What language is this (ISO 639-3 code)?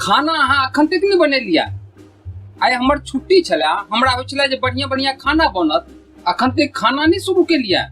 mai